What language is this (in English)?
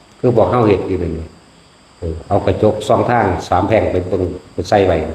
Northeastern Thai